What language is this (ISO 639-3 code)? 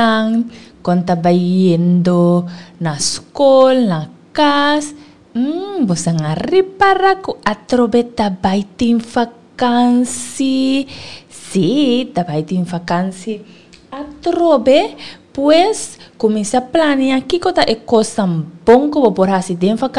pap